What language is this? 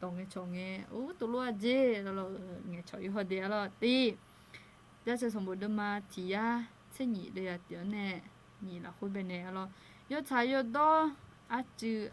Akha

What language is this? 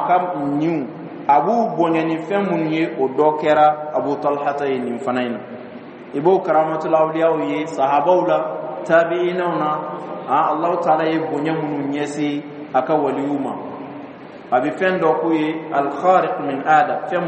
Dyula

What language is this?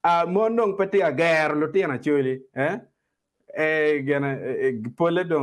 Acoli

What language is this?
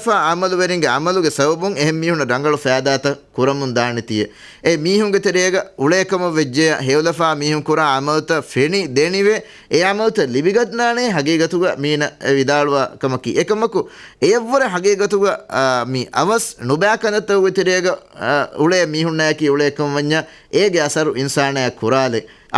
Divehi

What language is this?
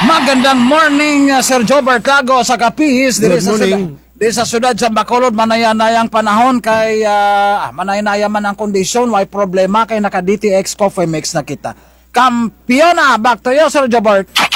Kinaray-a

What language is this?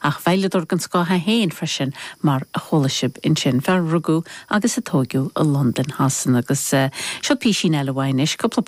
Irish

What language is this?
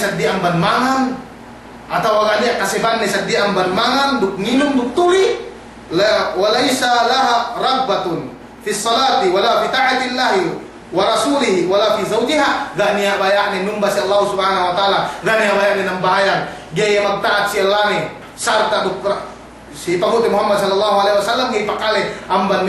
Yakan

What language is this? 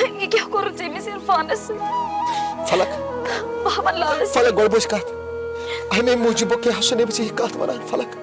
Kashmiri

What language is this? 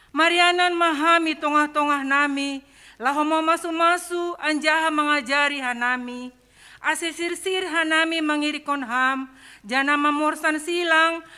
Batak Simalungun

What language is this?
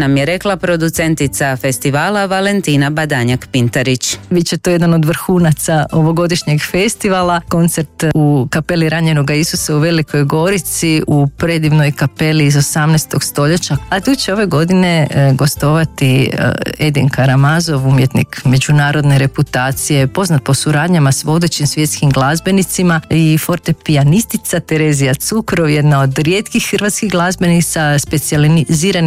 Croatian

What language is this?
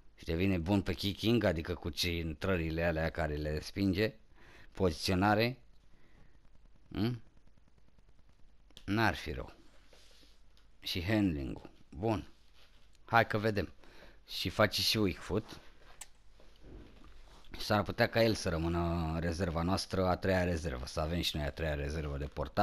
Romanian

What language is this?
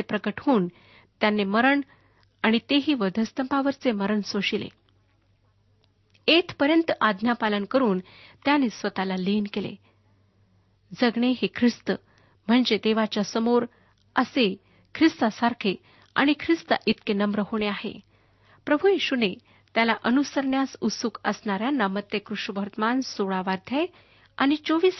Marathi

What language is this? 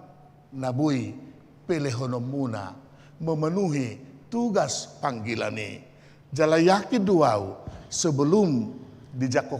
Batak Toba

